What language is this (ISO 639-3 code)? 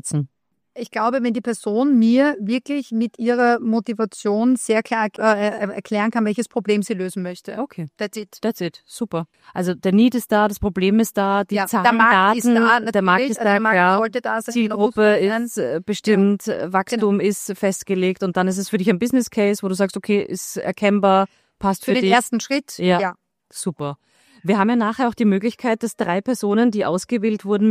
deu